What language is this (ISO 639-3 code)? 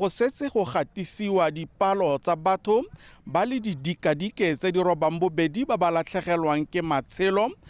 tsn